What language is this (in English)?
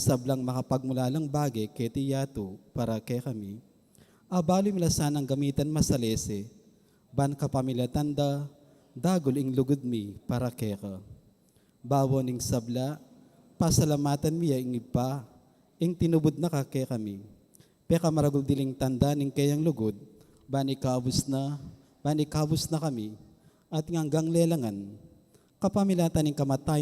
Pampanga